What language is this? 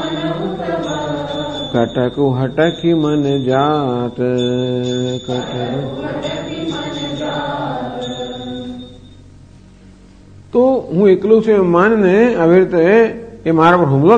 Gujarati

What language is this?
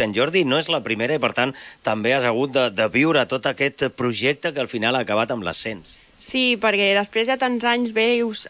Catalan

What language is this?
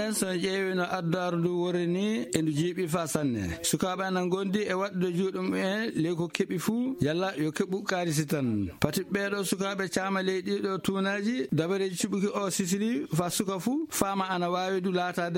Fula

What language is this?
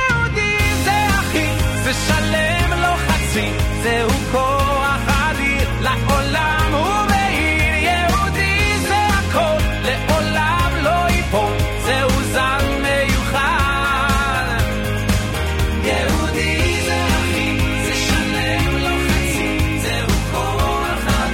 Hebrew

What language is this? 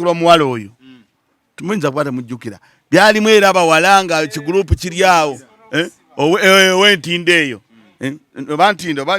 Ganda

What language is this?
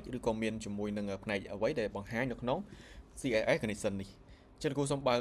Khmer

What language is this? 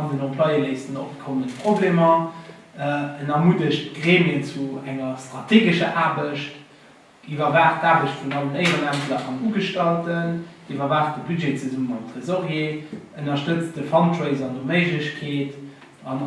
Luxembourgish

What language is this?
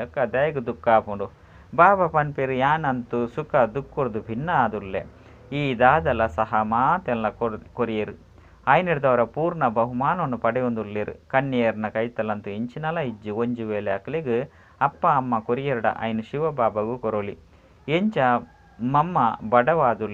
Tulu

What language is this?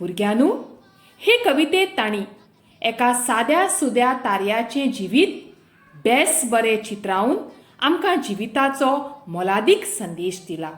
Konkani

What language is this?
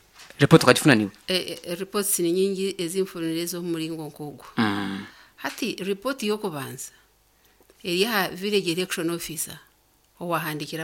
Nyankole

